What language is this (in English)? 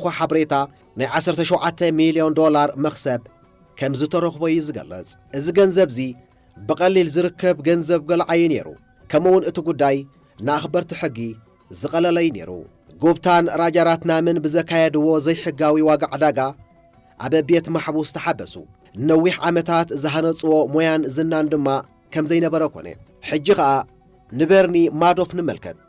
Tigrinya